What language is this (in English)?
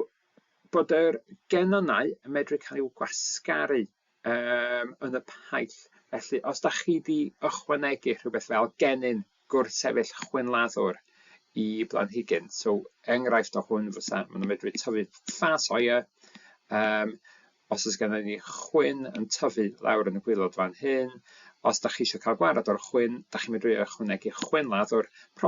Welsh